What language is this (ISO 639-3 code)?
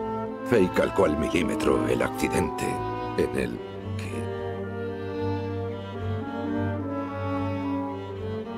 spa